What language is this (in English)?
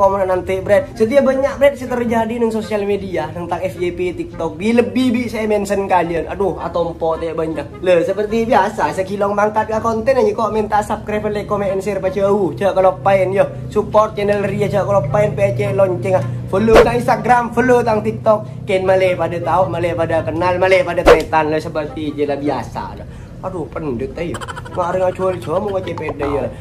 Madurese